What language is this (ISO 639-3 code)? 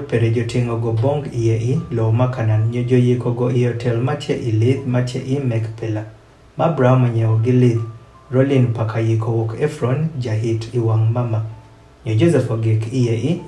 adh